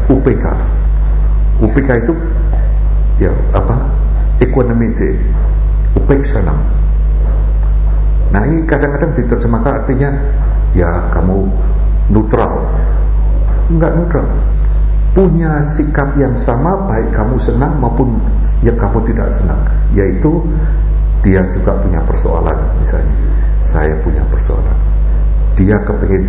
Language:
Indonesian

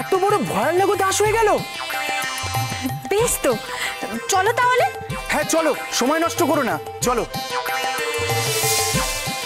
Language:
Bangla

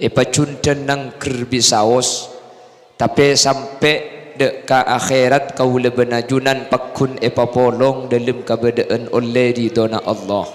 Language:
Madurese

